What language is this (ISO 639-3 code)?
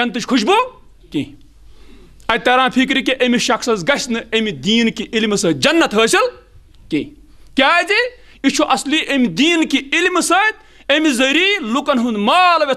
kas